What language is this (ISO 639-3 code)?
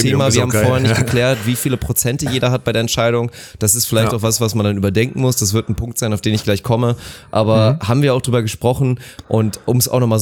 deu